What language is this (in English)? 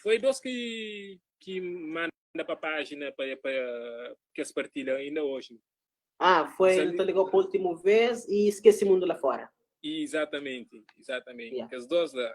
Kabuverdianu